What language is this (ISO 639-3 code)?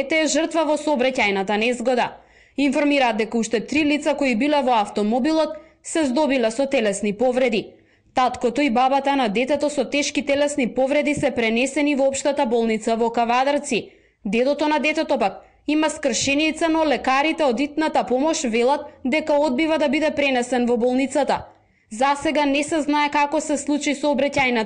mkd